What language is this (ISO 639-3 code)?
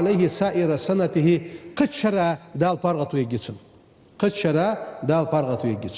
inh